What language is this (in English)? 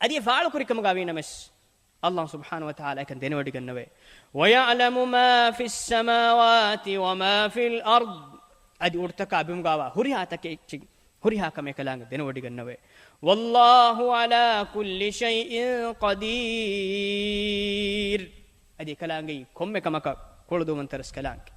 Divehi